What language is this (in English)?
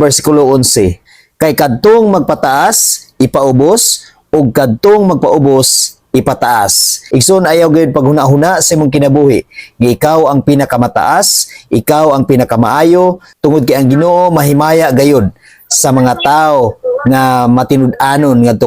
Cebuano